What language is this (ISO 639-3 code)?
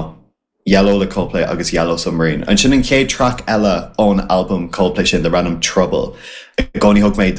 gle